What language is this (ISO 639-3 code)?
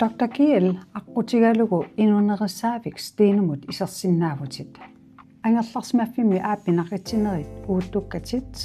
kal